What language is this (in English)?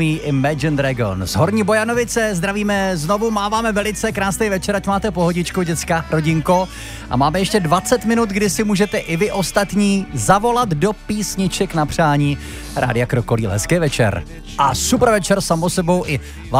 Czech